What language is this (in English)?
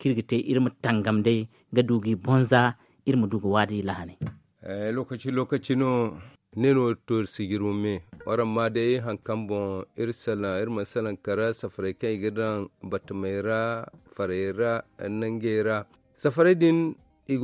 Zarma